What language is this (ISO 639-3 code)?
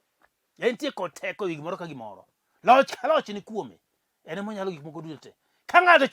luo